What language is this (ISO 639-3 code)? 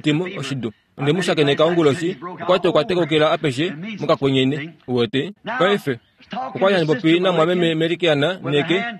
kua